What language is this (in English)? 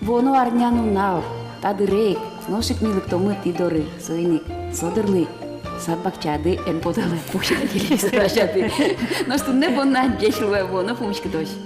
Udmurt